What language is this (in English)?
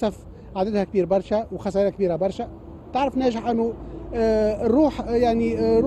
Tunisian Arabic